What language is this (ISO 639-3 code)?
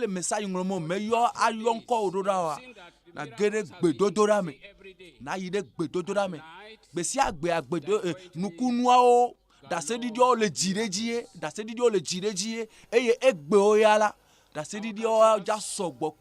ewe